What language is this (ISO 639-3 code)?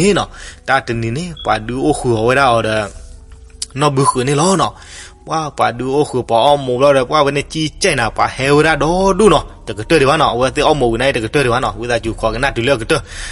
ksw